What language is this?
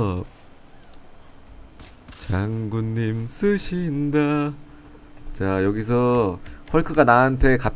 Korean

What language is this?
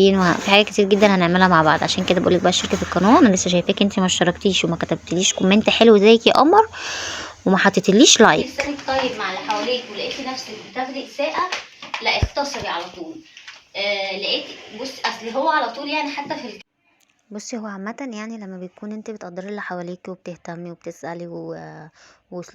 Egyptian Arabic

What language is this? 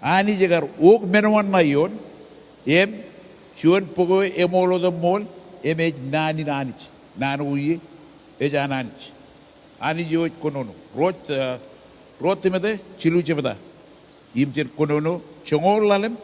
Marshallese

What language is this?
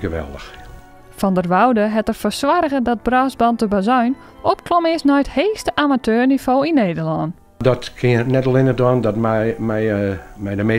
Western Frisian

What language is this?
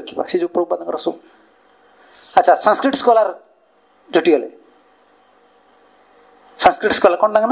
Odia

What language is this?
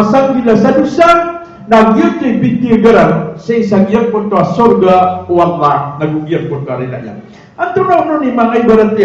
Maranao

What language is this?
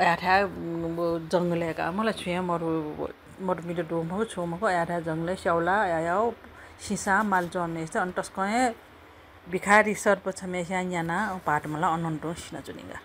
Newari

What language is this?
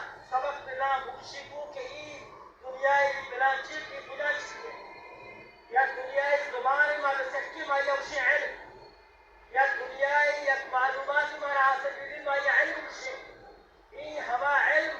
Baluchi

